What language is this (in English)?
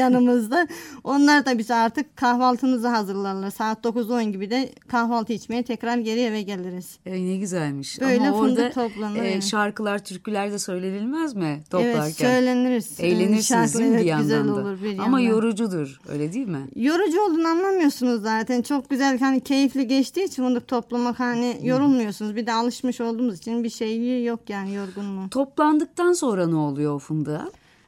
Turkish